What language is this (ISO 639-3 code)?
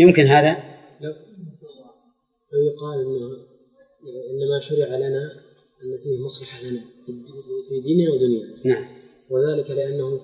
ara